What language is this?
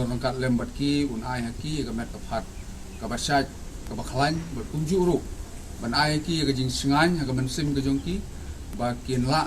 Khasi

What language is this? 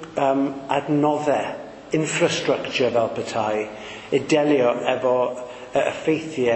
Welsh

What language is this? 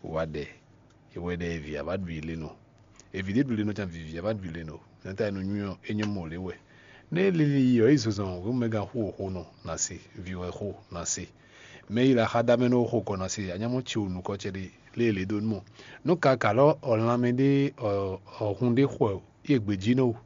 Fon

